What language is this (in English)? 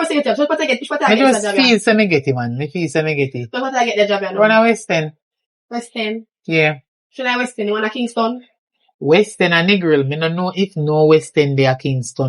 Jamaican Creole English